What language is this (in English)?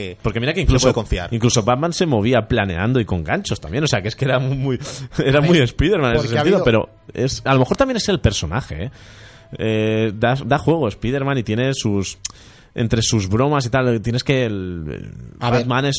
Spanish